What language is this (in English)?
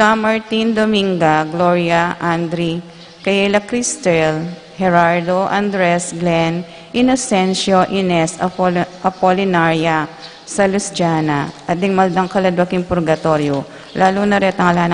Pampanga